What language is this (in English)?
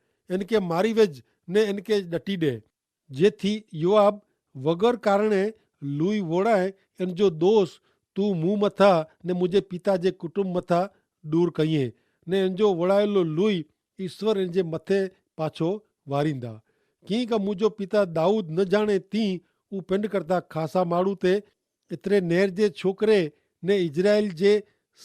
Kachhi